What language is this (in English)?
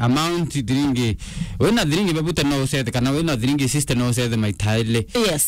Meru